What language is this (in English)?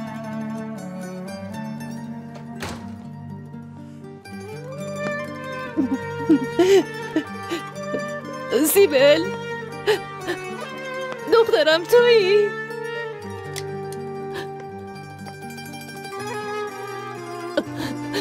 Persian